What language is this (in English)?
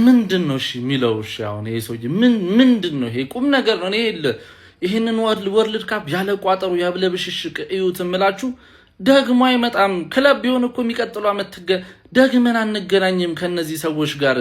Amharic